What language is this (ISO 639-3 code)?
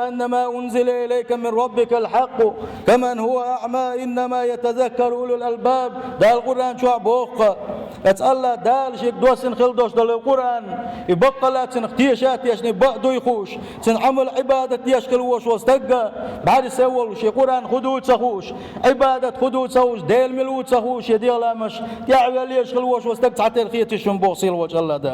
che